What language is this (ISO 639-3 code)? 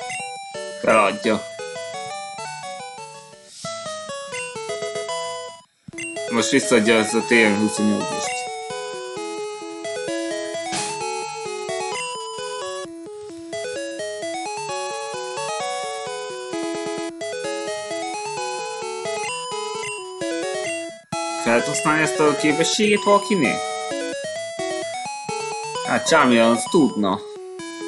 hun